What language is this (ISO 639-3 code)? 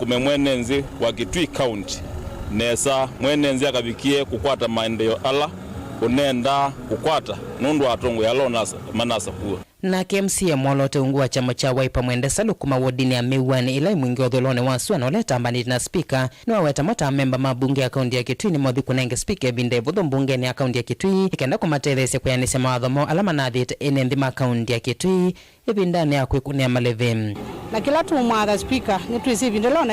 kam